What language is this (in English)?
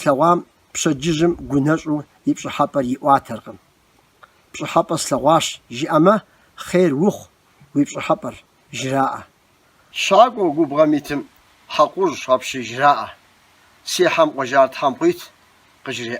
Kabardian